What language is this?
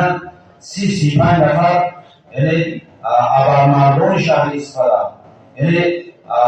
Tajik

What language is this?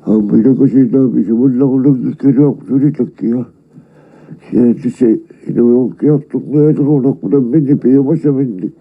Kalaallisut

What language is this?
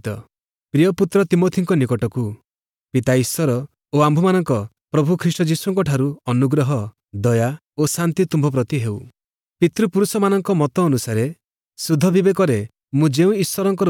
Odia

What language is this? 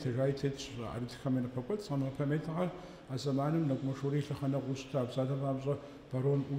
Kabardian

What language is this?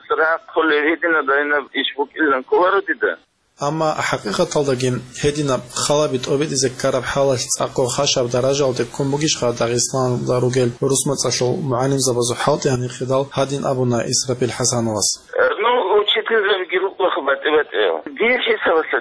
Avaric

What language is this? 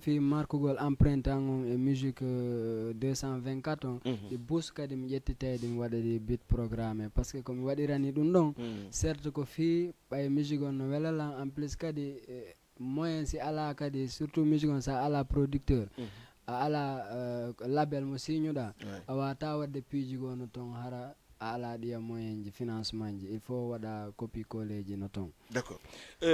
Fula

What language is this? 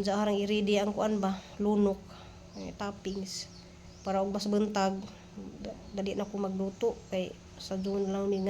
Cebuano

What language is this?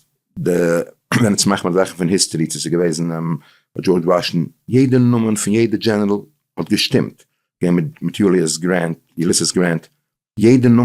Yiddish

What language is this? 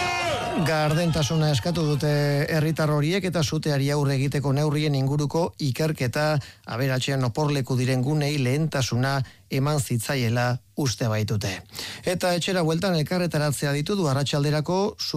Basque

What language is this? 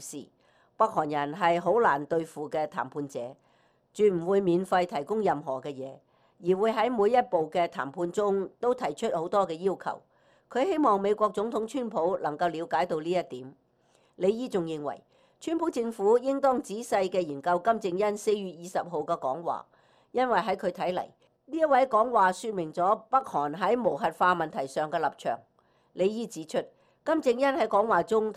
Cantonese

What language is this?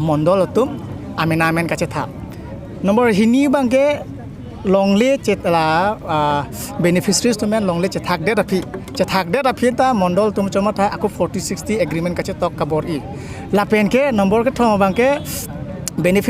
Karbi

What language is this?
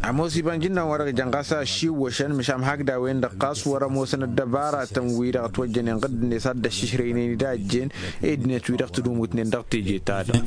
Tamasheq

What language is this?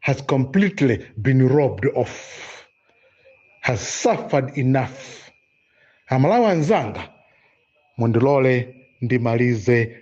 Nyanja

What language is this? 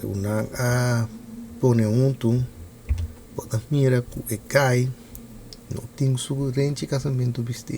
Papiamento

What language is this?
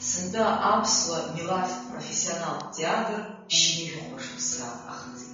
Abkhazian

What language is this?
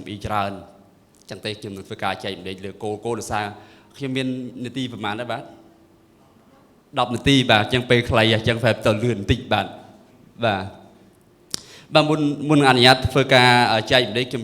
Khmer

